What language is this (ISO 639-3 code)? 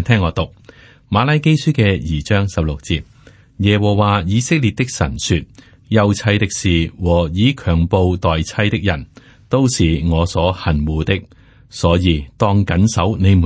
yue